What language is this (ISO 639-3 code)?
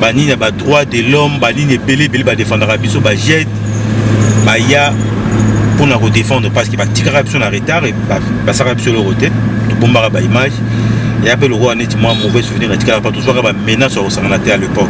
lin